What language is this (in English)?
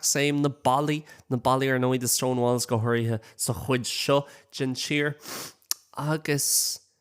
Irish